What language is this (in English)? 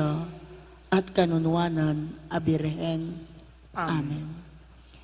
Pampanga